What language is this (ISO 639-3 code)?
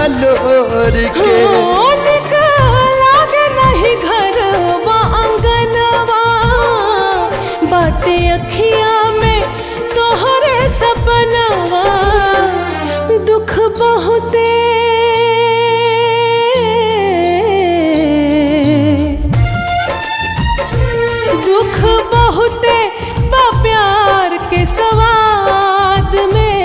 bho